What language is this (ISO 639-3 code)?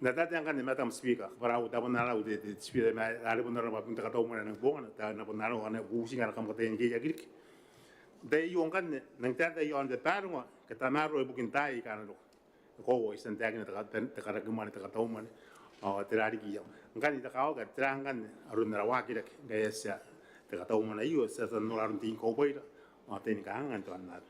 gil